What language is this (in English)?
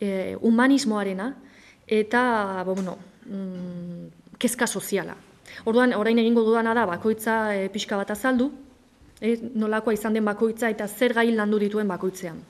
Basque